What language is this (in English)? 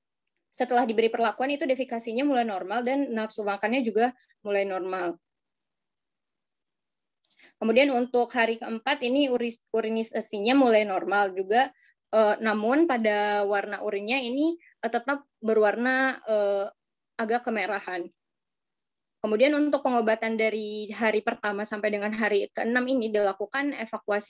Indonesian